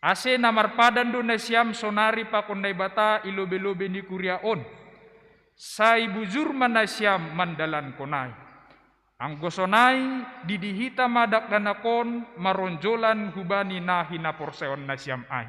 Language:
Batak Simalungun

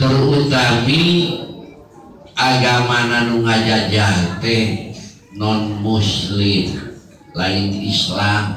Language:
Sundanese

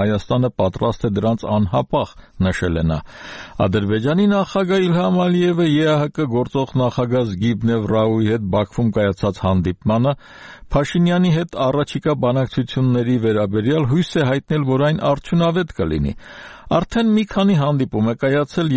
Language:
Armenian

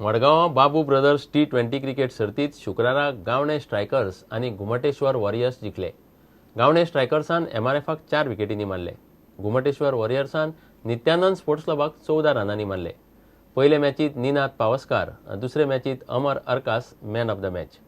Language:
Konkani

